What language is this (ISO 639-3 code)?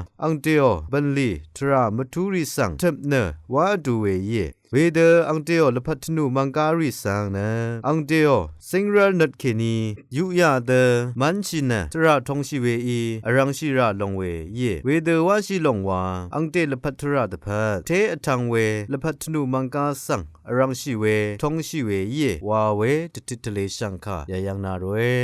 raw